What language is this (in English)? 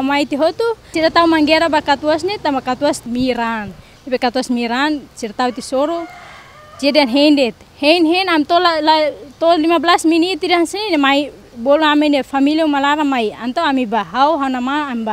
Tetum